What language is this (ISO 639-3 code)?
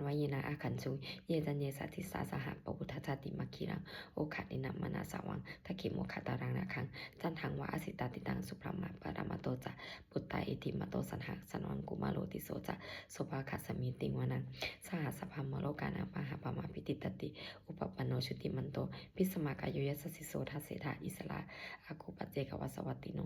pli